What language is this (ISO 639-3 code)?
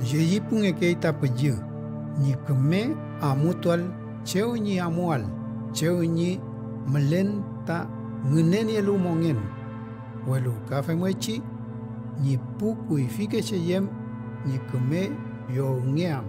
arn